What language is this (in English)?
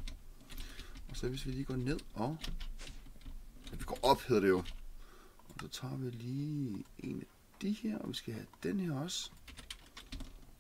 Danish